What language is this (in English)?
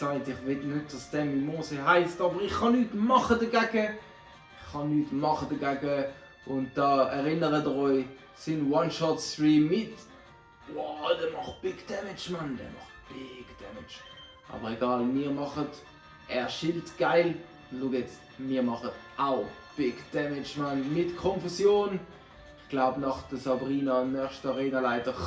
Swiss German